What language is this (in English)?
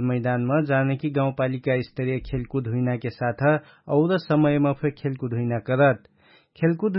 Dangaura Tharu